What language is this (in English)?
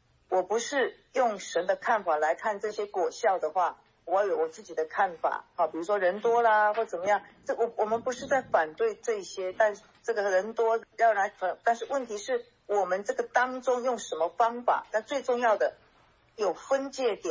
Chinese